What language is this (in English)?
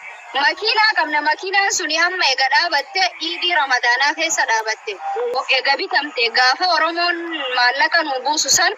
Oromo